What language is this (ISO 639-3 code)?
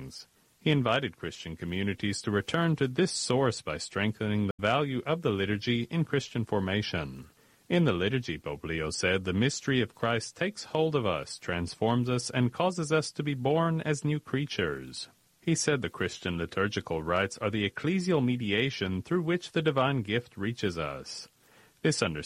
eng